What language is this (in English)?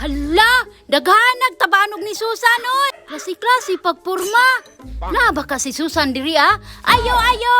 Cebuano